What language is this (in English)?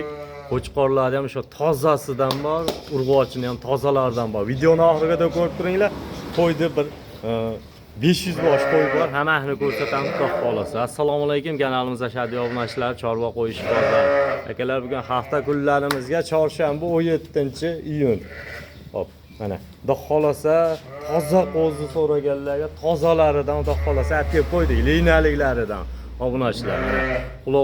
Uzbek